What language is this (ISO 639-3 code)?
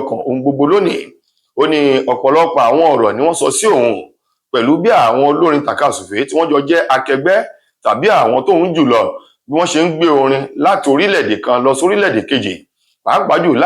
yor